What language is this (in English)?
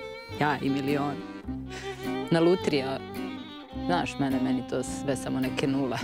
Serbian